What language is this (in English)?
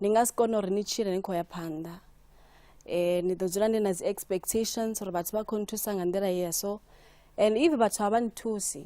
Venda